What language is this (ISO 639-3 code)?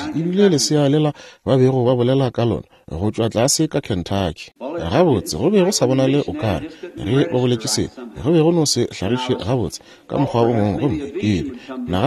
nso